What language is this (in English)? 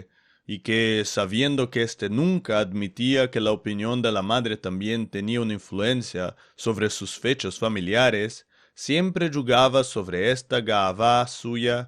Ladino